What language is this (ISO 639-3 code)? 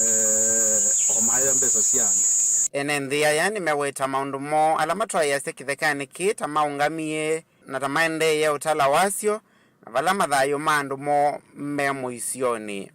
kam